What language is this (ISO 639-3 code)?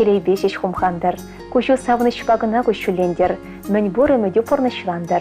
chv